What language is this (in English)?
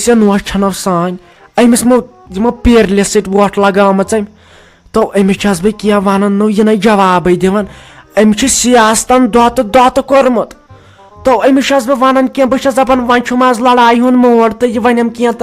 Kashmiri